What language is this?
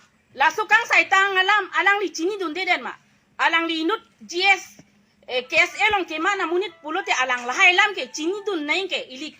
Karbi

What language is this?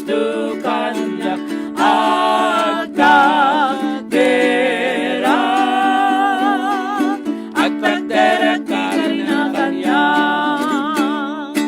Iloko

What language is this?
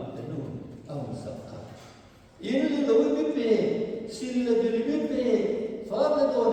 Hmar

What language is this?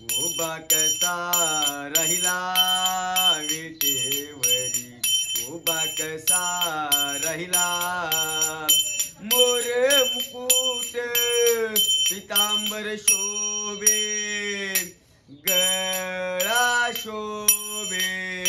Marathi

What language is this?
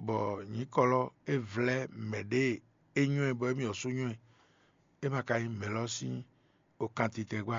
Fon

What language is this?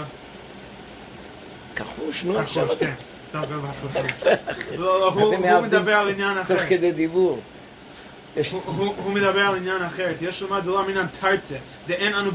Hebrew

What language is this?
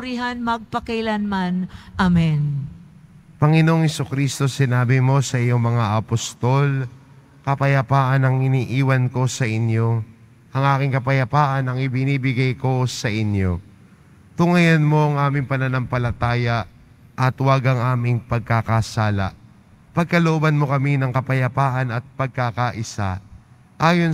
Filipino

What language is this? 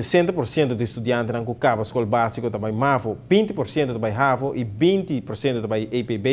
Papiamento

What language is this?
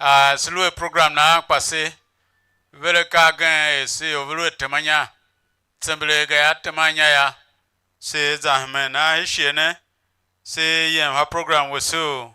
Tiv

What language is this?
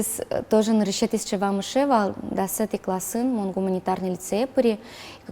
Udmurt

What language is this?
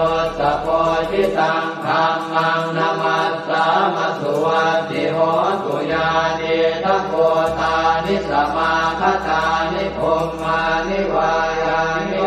Pali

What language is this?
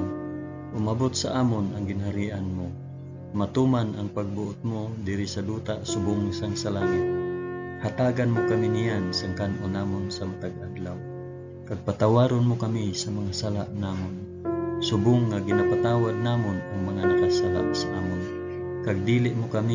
Hiligaynon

